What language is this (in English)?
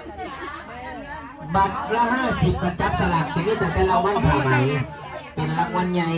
Northeastern Thai